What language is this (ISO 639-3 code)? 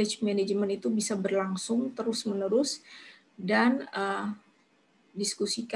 ind